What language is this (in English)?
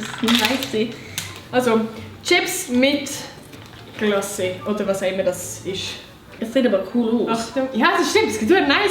Swiss German